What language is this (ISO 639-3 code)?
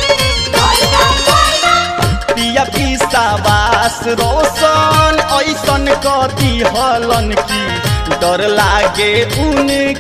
bho